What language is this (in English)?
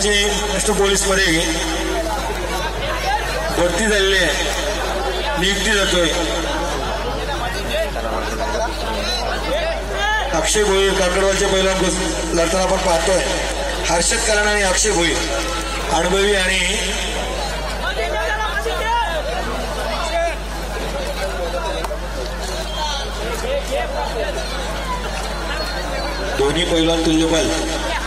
Marathi